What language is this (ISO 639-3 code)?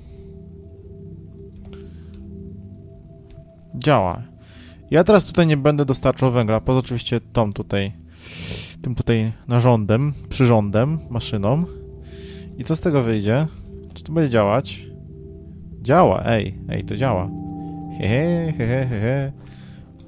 pol